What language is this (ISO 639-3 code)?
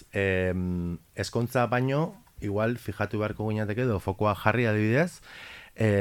eus